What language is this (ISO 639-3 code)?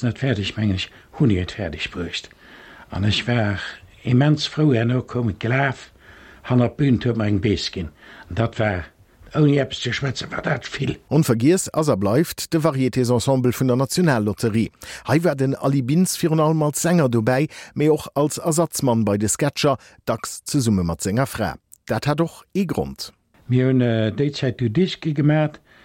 ltz